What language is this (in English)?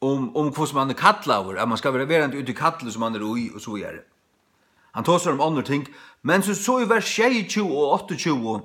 Faroese